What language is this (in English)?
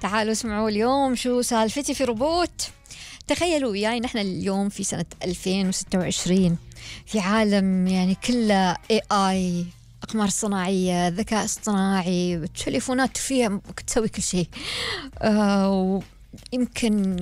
Gulf Arabic